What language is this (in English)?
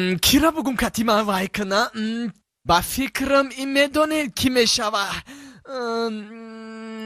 Tajik